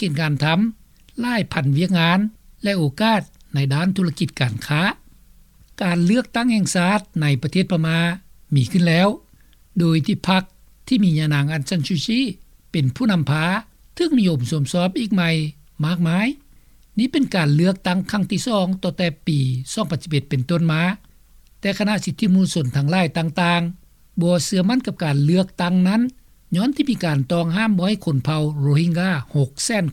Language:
Lao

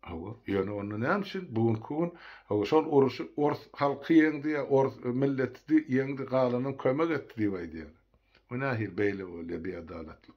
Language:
Turkmen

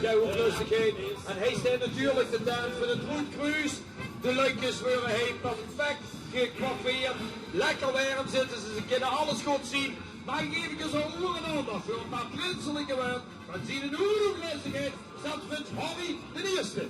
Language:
Limburgish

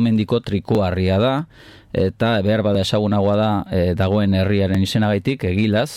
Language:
Basque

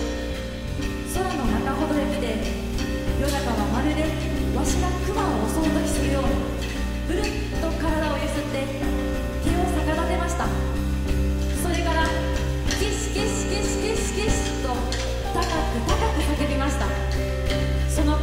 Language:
Japanese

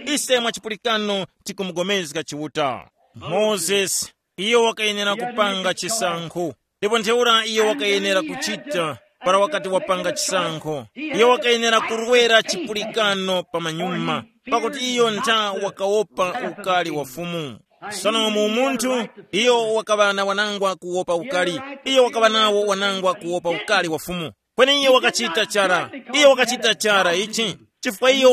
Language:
Tumbuka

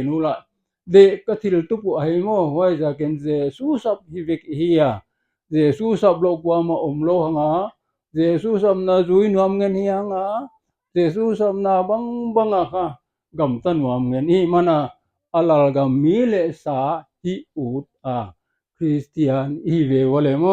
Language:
Paite Chin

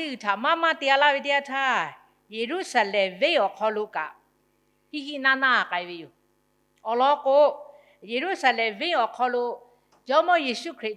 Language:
Lahu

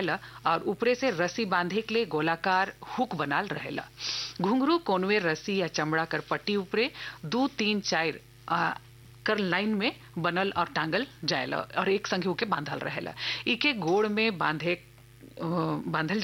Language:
Bhojpuri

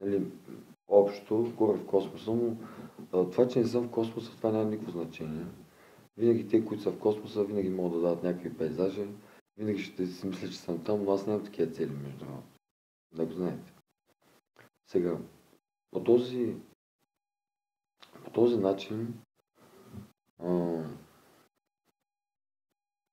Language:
Bulgarian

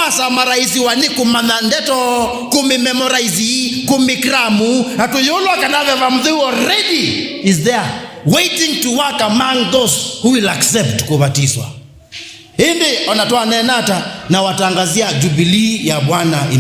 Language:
Kamba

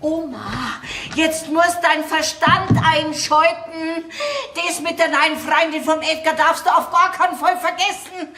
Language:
Bavarian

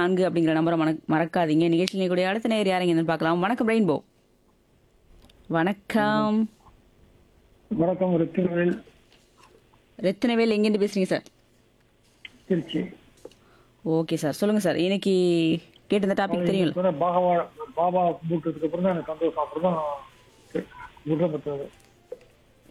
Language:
Tamil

